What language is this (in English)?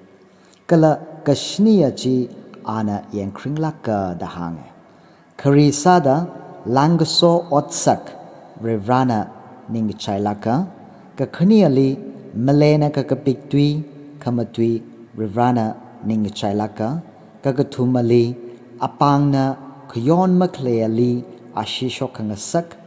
Tangkhul Naga (India)